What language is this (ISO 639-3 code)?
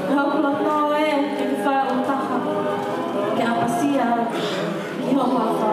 ton